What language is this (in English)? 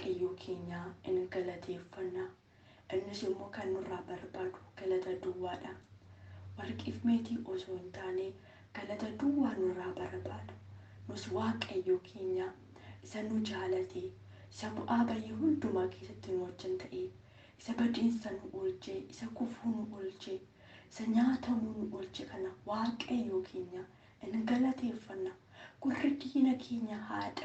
Oromo